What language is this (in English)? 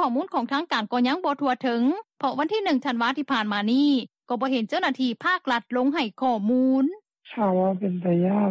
Lao